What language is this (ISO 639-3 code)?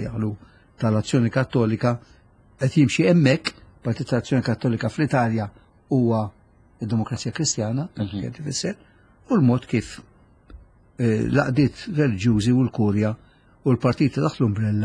mlt